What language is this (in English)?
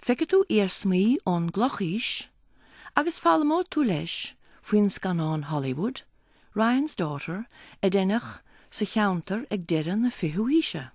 Irish